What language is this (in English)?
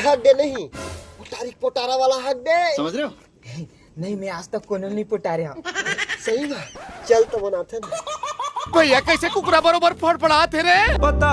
Chhattisgarhi